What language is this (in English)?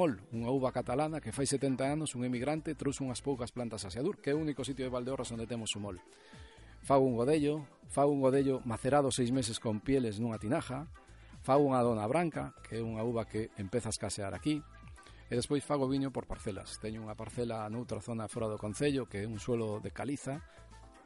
Galician